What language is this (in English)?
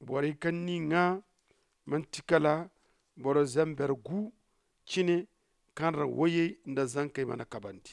Zarma